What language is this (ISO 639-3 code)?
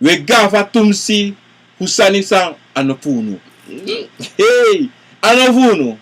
srn